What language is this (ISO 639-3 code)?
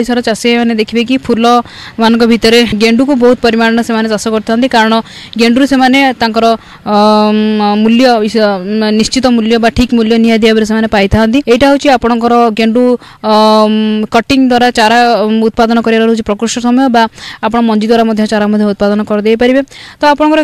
ori